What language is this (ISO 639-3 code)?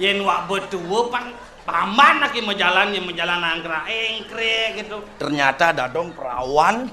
ban